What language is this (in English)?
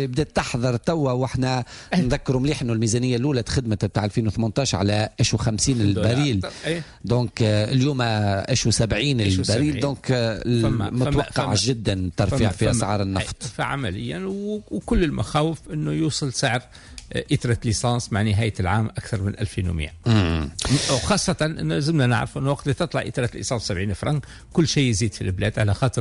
Tunisian Arabic